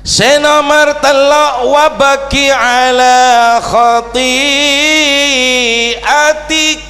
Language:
Madurese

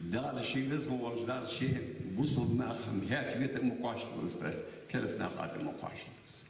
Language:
Ingush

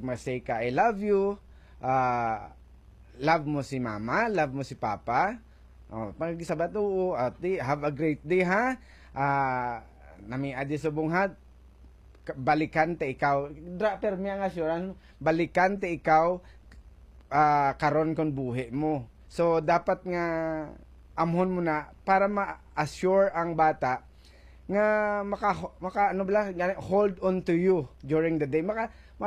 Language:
Hiligaynon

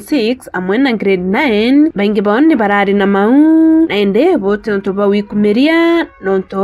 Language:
Meru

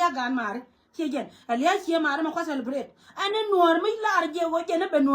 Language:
Nuer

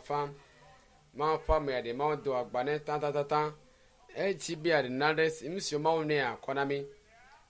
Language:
Ewe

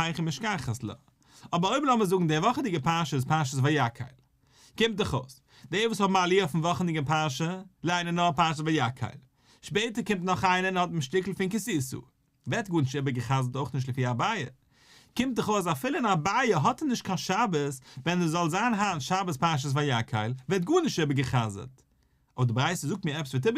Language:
Yiddish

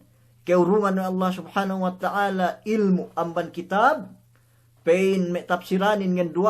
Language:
Yakan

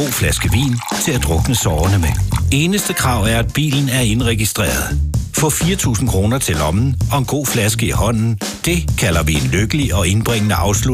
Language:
Danish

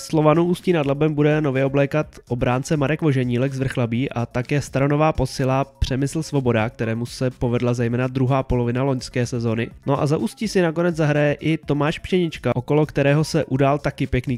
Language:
Czech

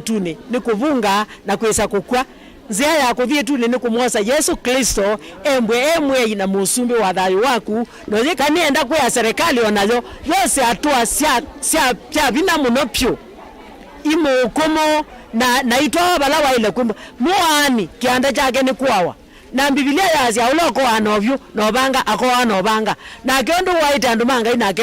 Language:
Kamba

